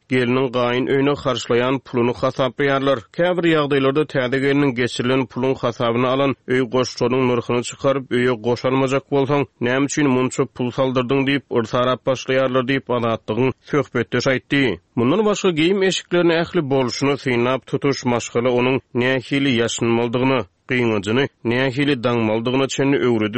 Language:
Turkmen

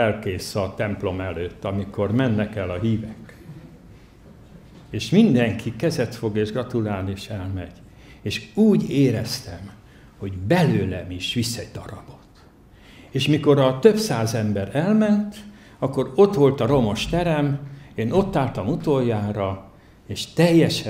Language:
Hungarian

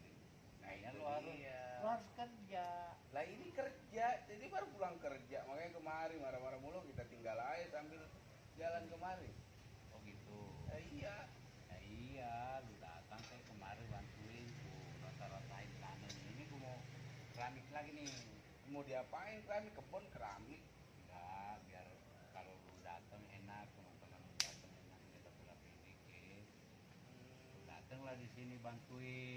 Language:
Betawi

